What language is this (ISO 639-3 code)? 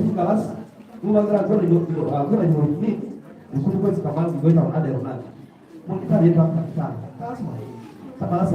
keo